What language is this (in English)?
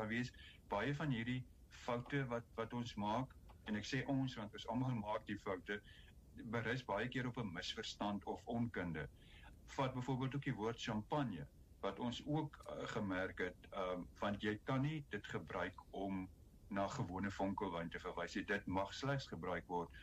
Afrikaans